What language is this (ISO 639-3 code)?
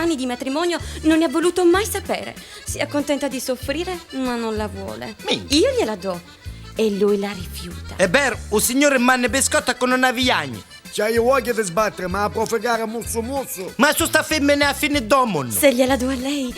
nap